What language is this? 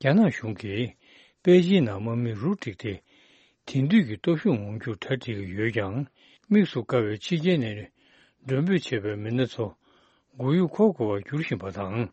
Tibetan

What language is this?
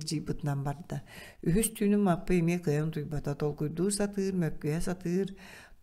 Yakut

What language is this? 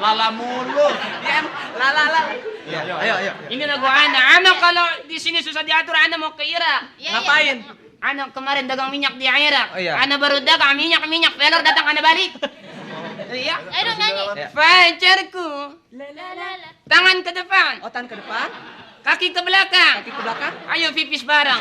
Betawi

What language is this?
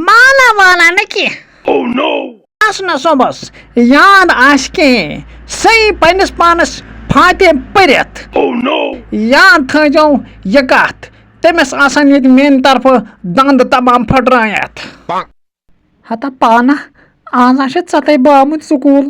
Kashmiri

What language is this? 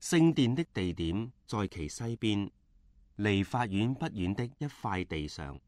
Cantonese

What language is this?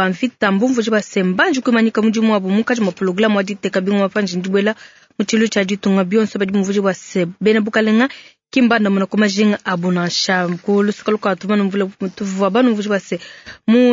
Luba-Lulua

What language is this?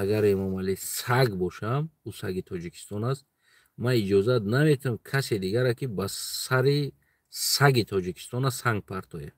Tajik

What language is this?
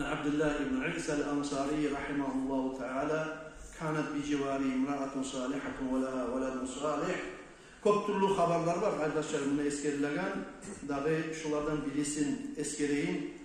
Kumyk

